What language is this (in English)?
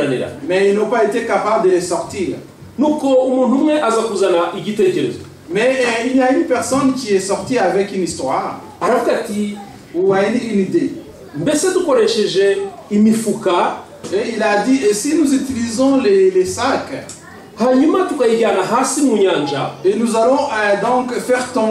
Kinyarwanda